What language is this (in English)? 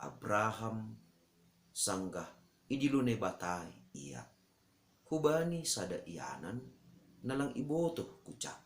Batak Simalungun